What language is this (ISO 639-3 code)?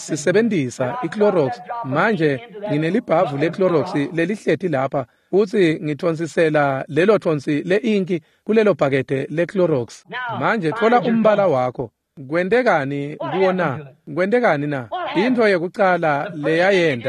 ssw